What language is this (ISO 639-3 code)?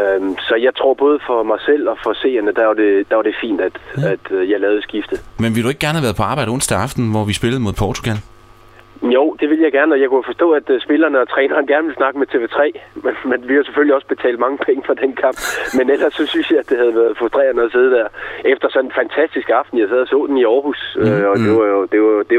dan